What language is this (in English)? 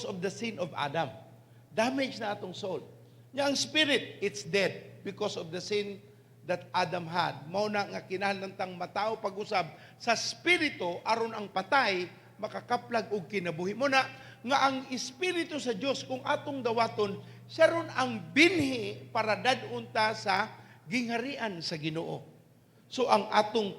Cebuano